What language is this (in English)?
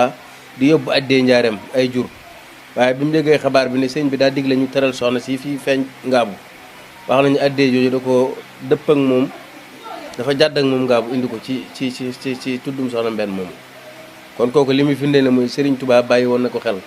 Wolof